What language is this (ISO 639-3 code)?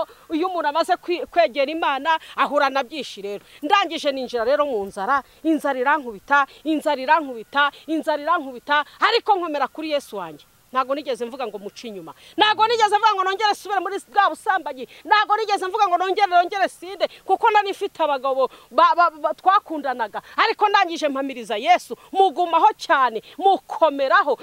kin